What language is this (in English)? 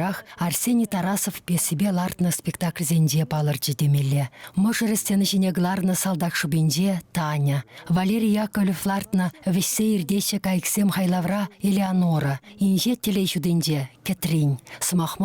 Chuvash